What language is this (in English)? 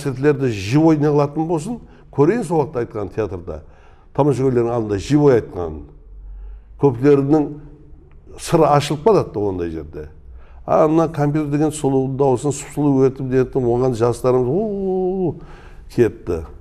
Kara-Kalpak